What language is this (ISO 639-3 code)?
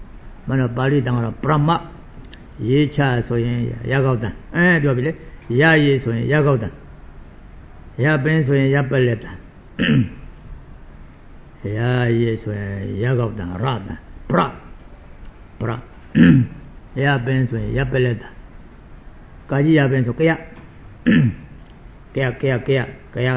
mya